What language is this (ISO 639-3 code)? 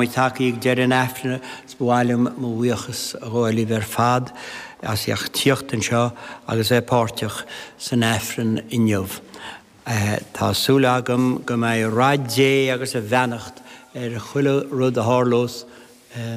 gle